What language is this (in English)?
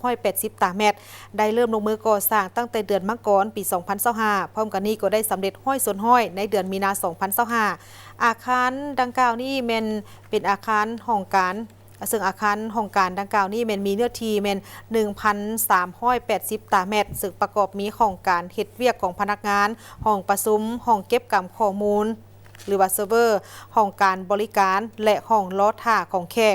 Lao